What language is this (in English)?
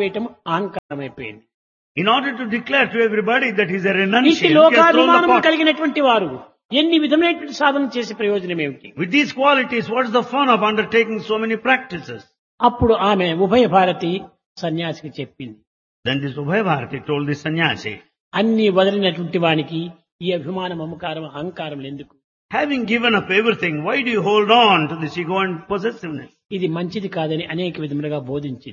Telugu